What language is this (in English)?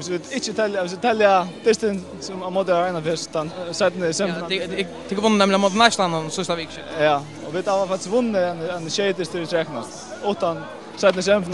Faroese